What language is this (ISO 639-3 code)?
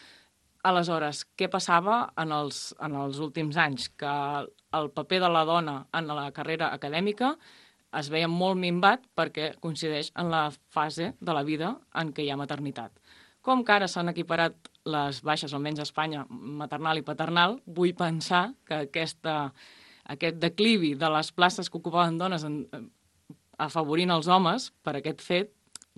cat